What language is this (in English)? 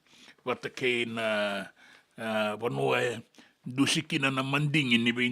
Fijian